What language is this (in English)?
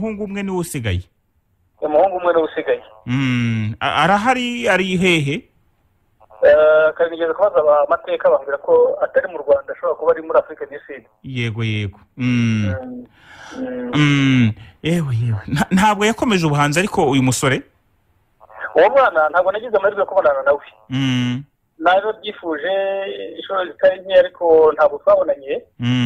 Kinyarwanda